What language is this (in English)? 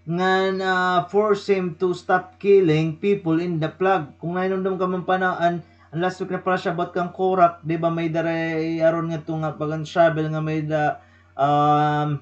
Waray